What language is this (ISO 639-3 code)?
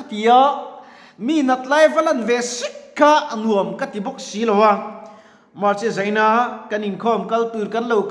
lus